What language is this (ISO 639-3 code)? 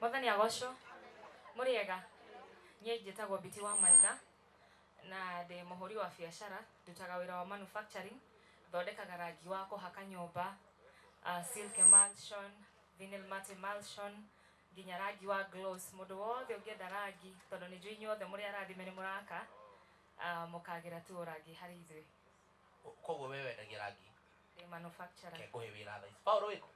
kik